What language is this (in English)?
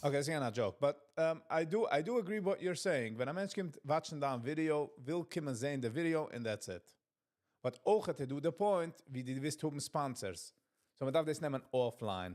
Yiddish